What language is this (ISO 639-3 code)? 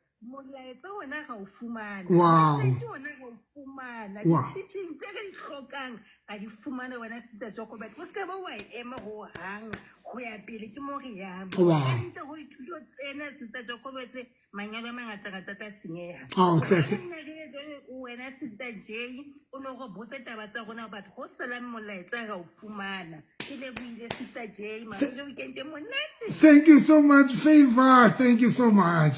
sot